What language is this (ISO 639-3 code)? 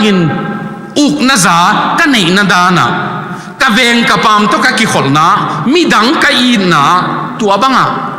ctd